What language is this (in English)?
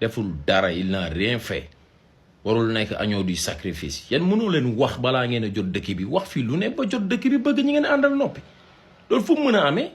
Wolof